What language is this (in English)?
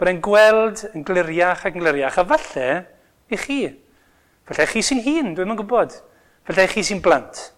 Welsh